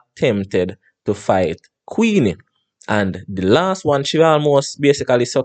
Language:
Jamaican Creole English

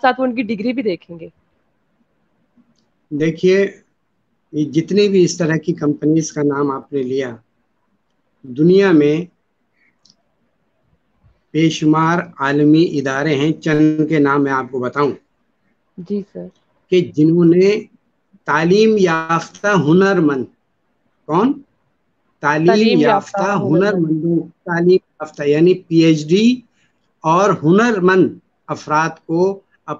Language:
Urdu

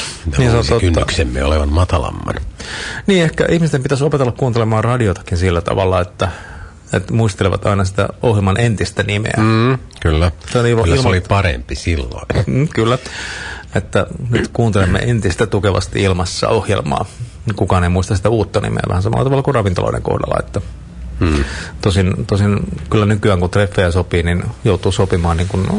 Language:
Finnish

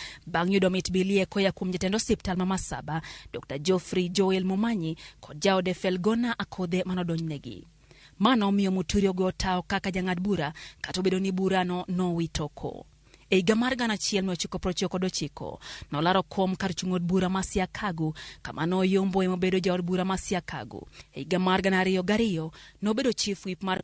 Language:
Luo (Kenya and Tanzania)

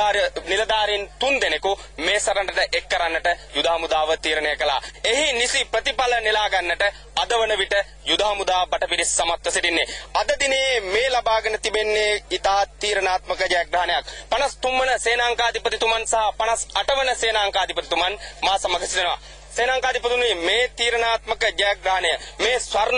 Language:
Sinhala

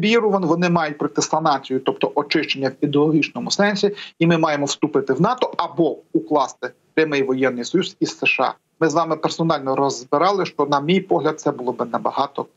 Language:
Ukrainian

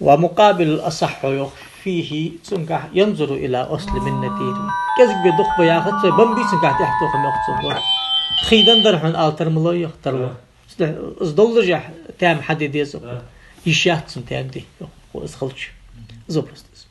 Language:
Ingush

